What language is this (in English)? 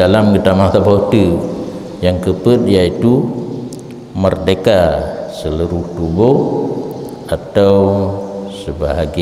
Achinese